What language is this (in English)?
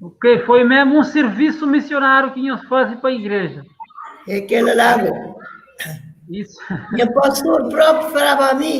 Kabuverdianu